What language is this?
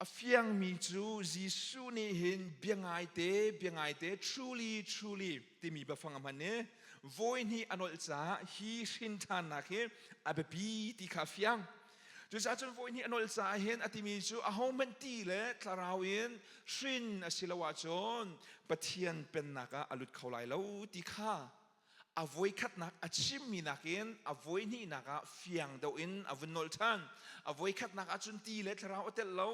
Hakha Chin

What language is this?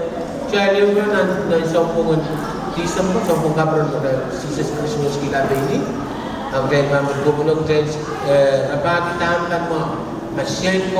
Pohnpeian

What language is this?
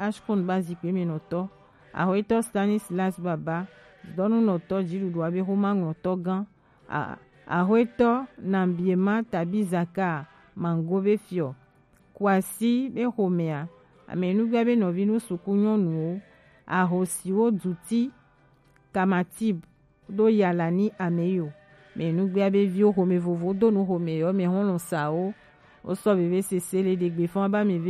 Gen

